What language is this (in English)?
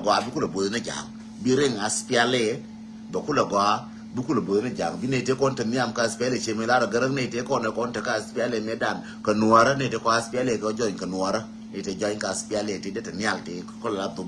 Nuer